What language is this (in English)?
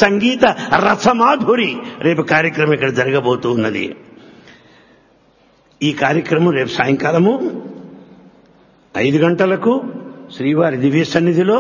Telugu